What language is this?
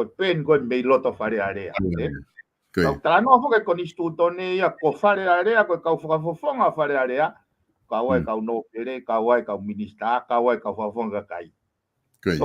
Tongan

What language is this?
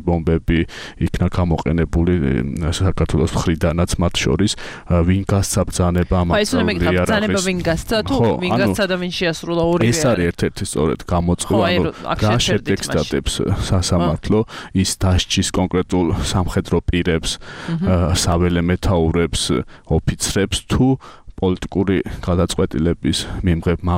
Georgian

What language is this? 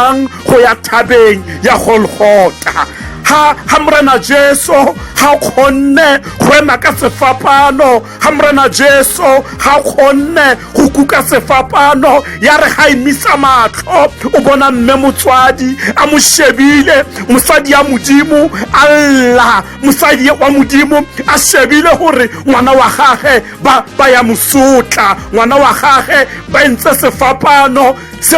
Tswana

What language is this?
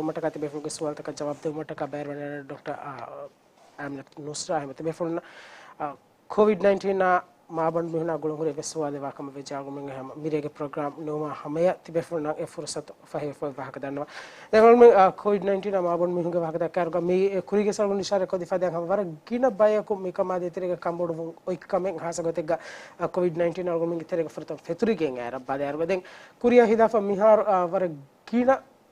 Divehi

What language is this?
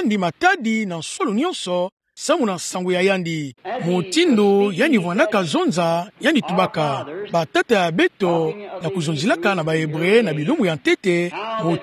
Kituba (Democratic Republic of Congo)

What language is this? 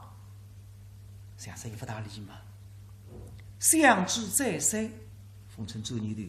Wu Chinese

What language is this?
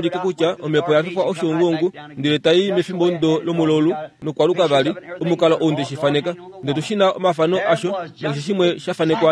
Kuanyama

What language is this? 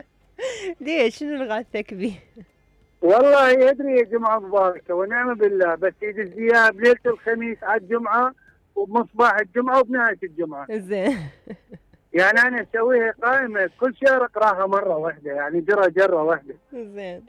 Mesopotamian Arabic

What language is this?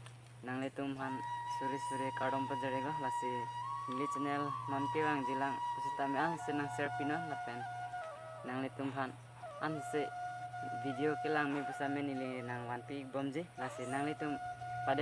Karbi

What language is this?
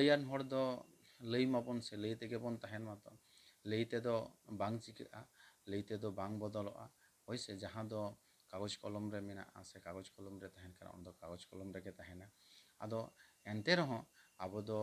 Santali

